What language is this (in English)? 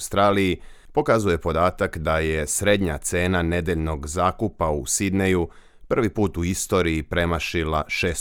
Serbian